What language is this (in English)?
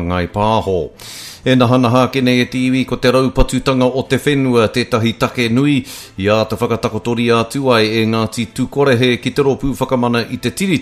Māori